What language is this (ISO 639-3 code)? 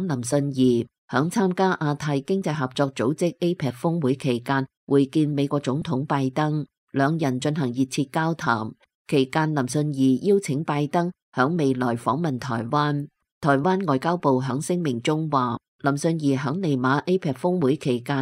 yue